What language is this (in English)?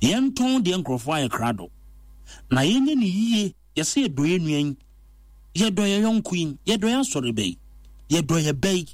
Akan